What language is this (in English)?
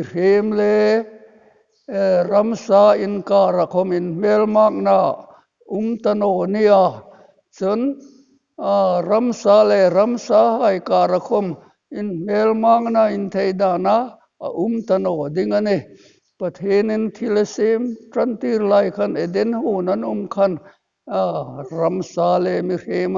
Hmar